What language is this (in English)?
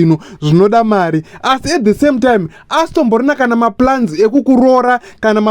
Shona